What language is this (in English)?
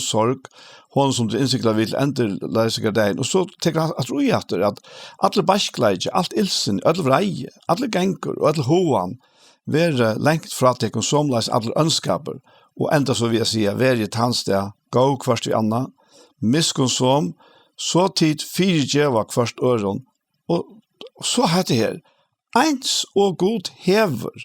Faroese